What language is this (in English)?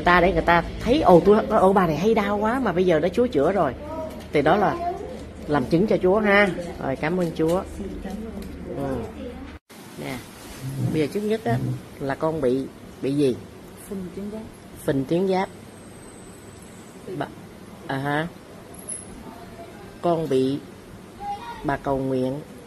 Vietnamese